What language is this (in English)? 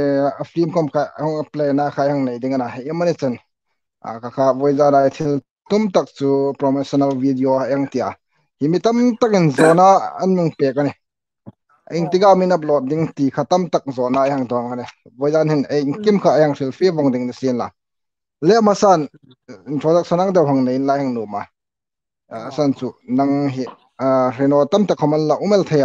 Hmar